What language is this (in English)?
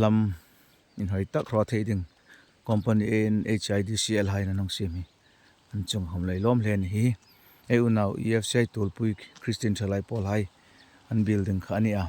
Hmar